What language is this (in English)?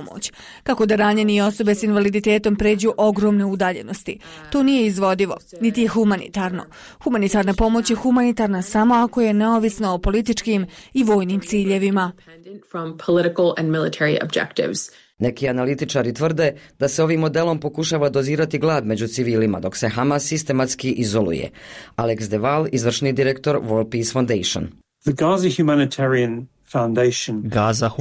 Bosnian